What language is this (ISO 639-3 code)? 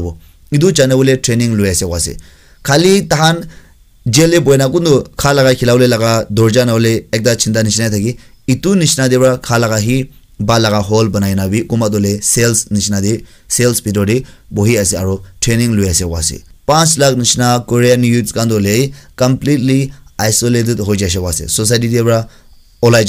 nag